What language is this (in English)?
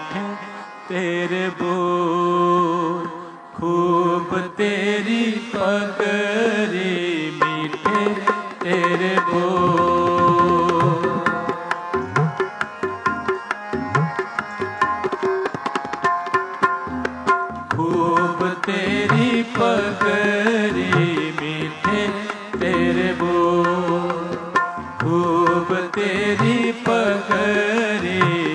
Hindi